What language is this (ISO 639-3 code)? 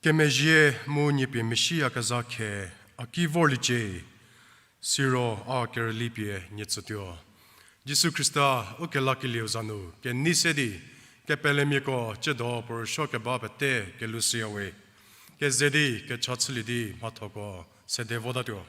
njm